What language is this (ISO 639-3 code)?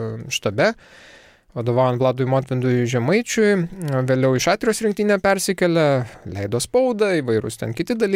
lit